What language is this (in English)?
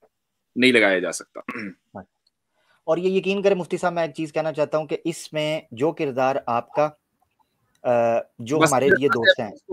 Hindi